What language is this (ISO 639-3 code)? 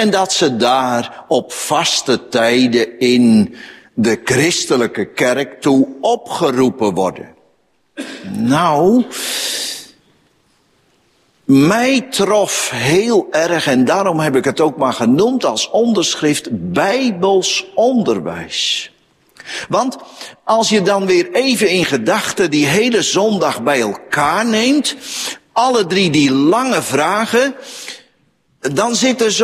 nld